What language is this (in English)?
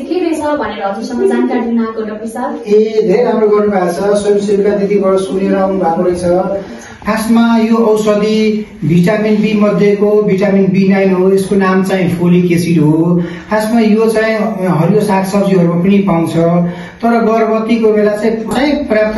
Nepali